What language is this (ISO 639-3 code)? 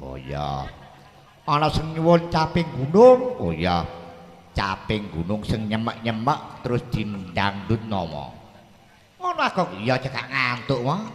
jav